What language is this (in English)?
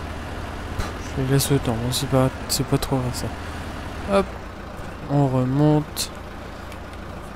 French